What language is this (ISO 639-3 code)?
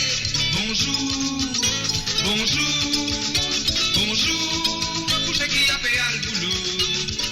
mfe